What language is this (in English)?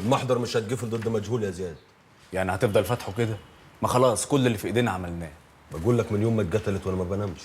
Egyptian Arabic